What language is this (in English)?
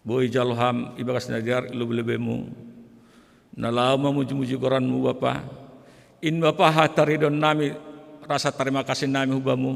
Batak Simalungun